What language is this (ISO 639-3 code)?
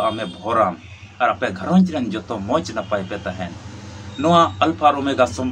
sat